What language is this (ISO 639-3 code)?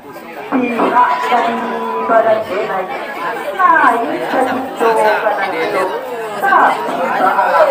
min